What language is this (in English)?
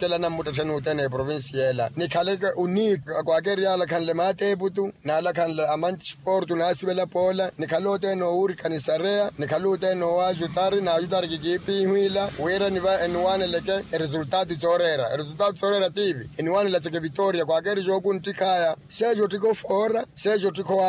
Makhuwa